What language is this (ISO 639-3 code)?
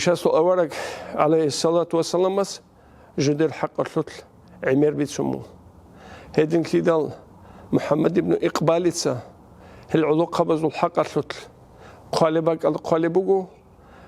ava